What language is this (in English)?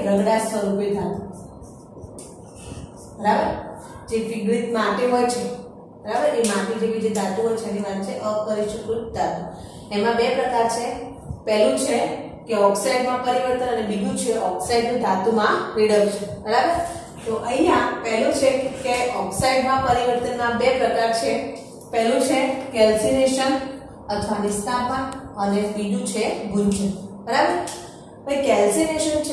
Gujarati